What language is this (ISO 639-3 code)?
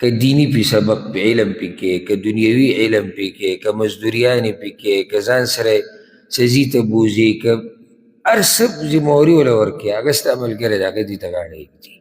pus